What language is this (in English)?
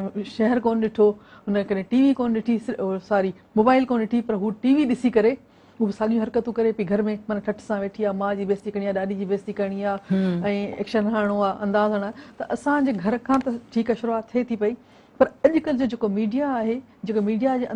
Sindhi